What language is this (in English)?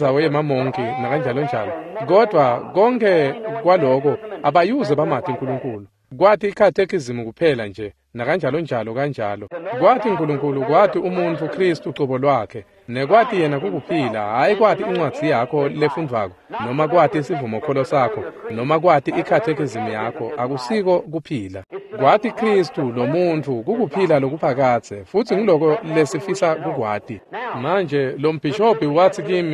Swati